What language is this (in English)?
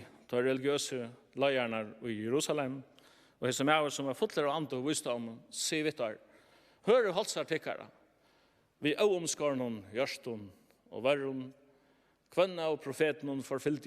Faroese